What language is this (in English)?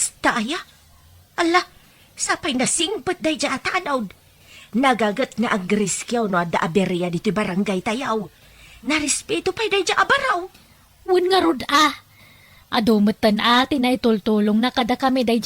Iloko